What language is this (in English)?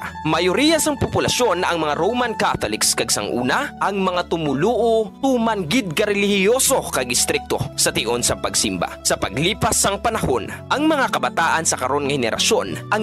Hiligaynon